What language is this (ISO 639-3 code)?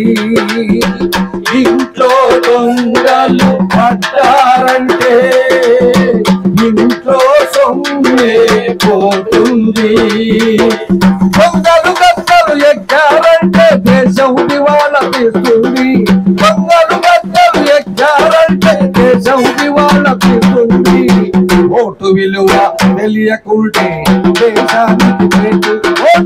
tel